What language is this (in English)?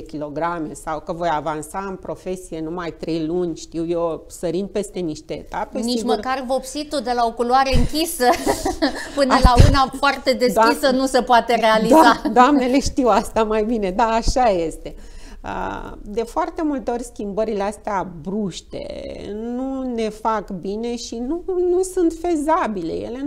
Romanian